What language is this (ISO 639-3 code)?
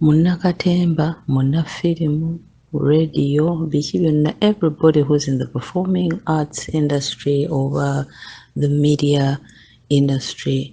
lug